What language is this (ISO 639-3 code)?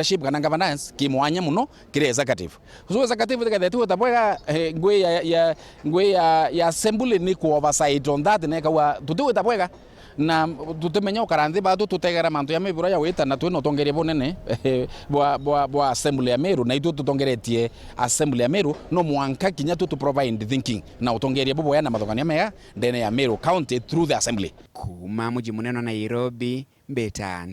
mer